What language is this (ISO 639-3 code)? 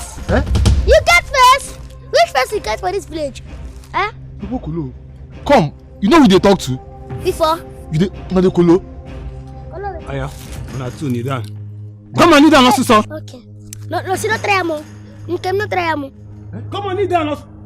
pcm